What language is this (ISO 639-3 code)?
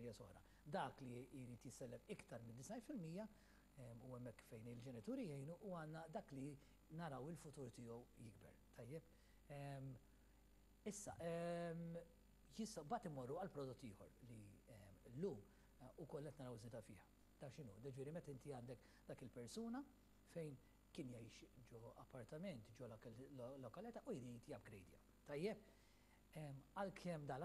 mlt